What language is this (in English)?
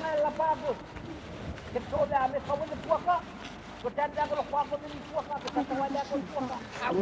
Dehu